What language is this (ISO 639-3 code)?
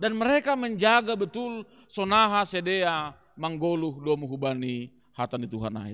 bts